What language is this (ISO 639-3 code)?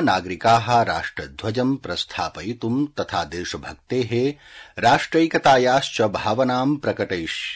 san